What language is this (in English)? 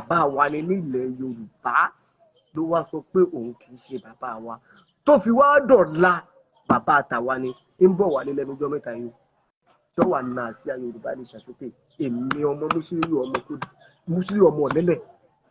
Yoruba